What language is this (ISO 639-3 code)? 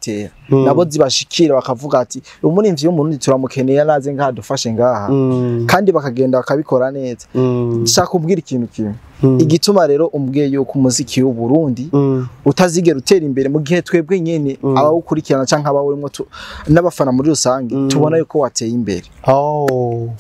run